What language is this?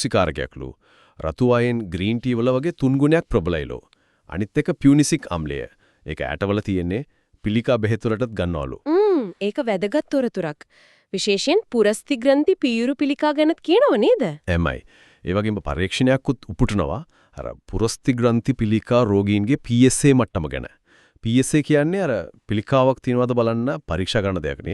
Sinhala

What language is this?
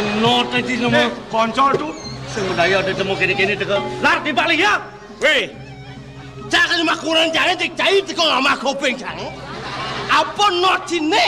Balinese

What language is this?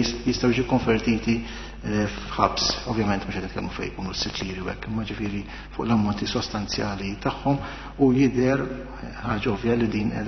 Maltese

